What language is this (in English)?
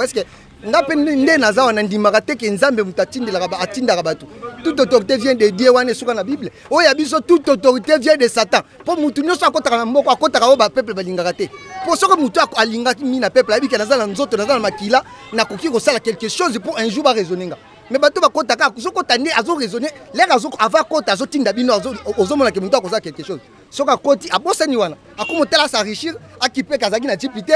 Lingala